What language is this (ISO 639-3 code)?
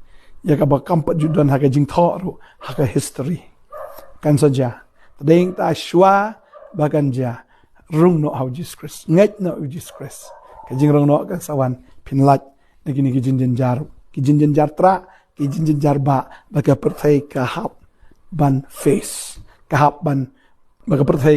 kha